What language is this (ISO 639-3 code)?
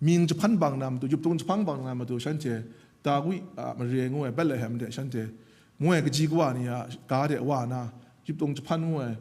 kac